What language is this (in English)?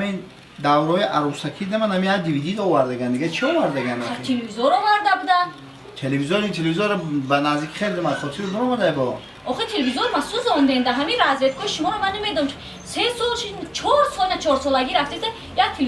Tajik